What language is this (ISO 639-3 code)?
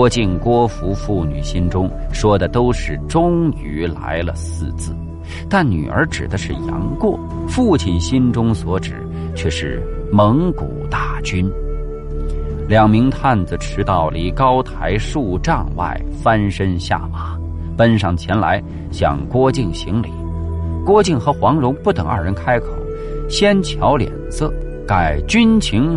zho